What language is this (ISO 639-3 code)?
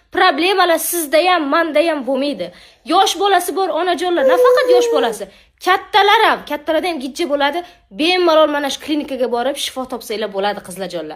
uzb